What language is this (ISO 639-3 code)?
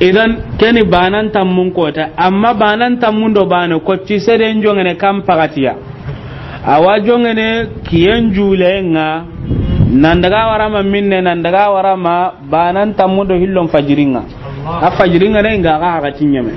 snk